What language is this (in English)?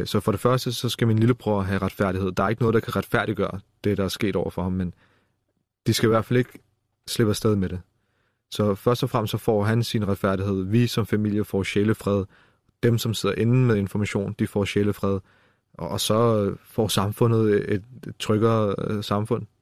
Danish